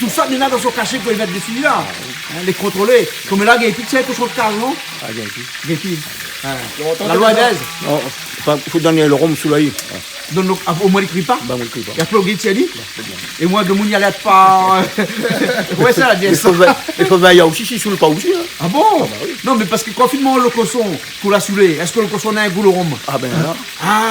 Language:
Réunion Creole French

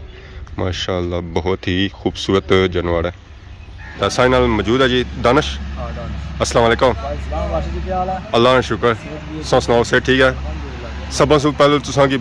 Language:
Pahari-Potwari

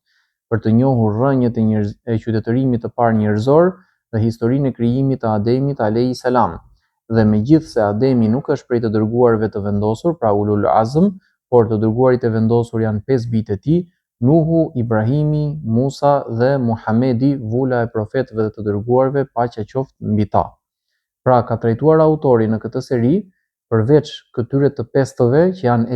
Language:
Albanian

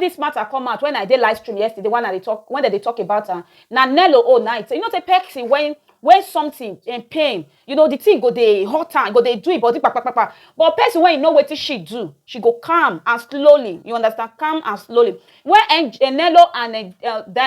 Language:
Nigerian Pidgin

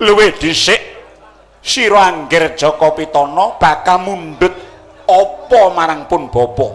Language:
Javanese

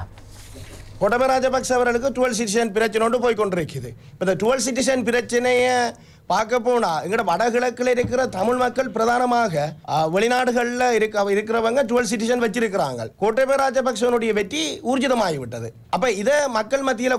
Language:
Tamil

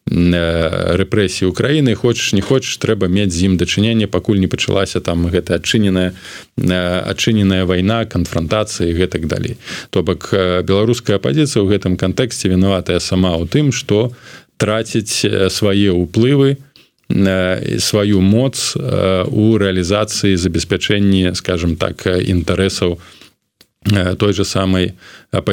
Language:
Belarusian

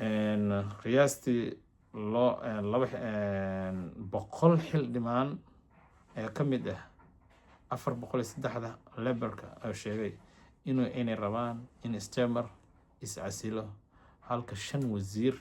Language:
Somali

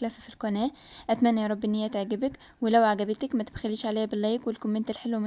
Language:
Egyptian Arabic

